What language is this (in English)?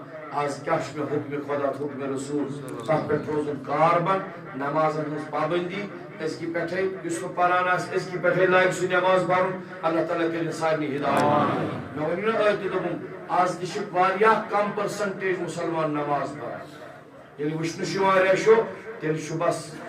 Kashmiri